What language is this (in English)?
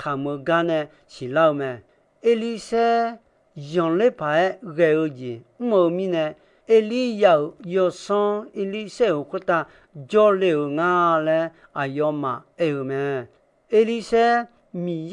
Akha